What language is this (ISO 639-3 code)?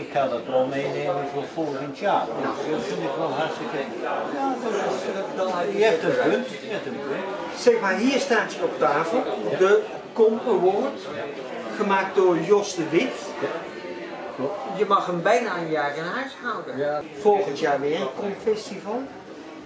nld